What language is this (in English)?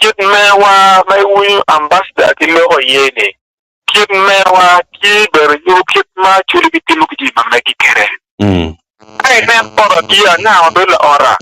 Acoli